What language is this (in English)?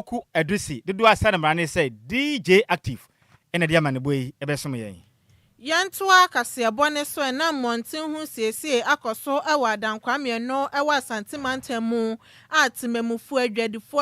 Akan